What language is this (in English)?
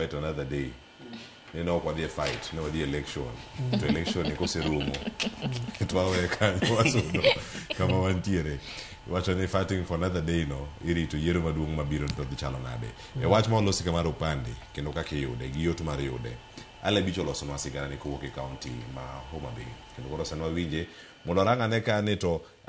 Luo (Kenya and Tanzania)